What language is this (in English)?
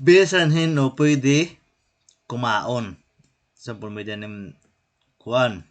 Waray